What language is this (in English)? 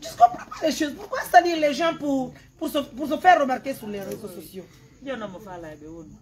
Pular